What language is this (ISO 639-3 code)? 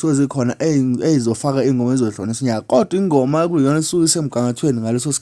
zul